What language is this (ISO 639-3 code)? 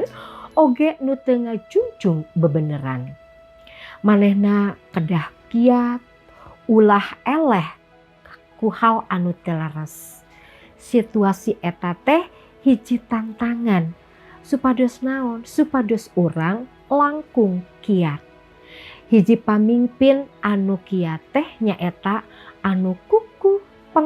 sun